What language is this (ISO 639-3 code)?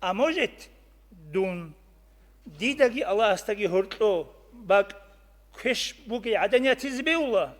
ava